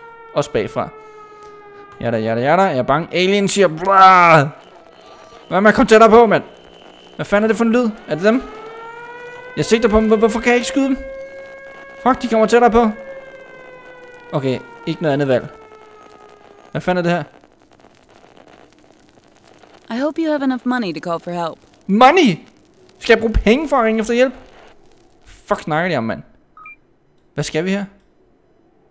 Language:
Danish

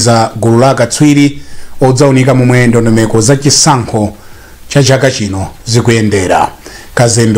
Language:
Nyanja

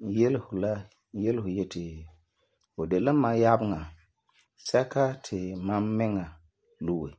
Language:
Frafra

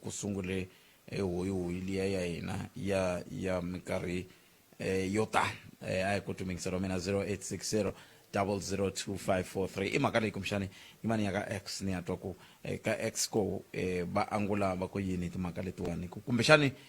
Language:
Tsonga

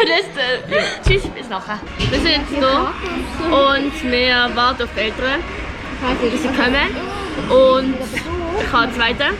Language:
Swiss German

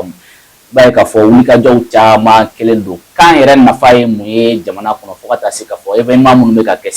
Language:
Bambara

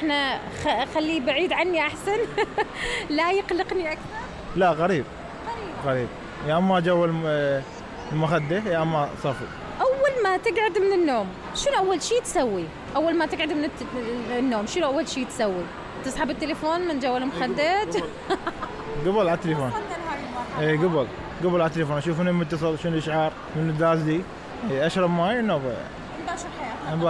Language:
Mesopotamian Arabic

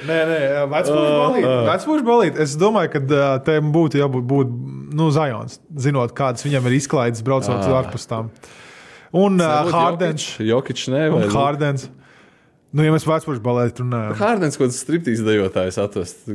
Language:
Latvian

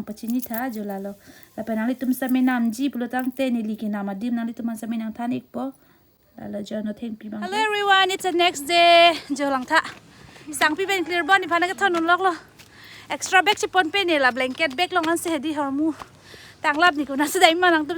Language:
Karbi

